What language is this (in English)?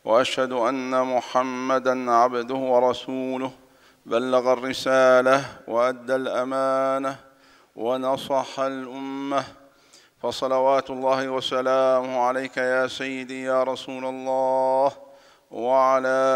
Arabic